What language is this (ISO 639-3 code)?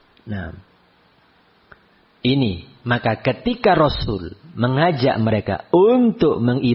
ind